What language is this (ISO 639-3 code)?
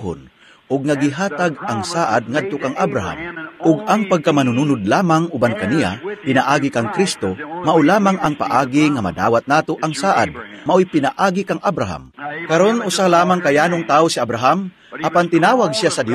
ceb